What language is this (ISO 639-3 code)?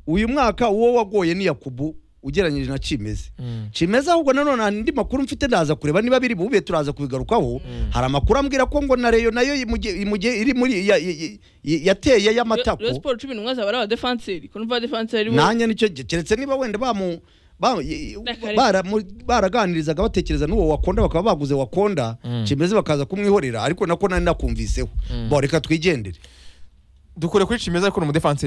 kin